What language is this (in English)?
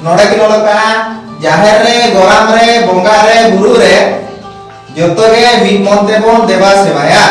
Santali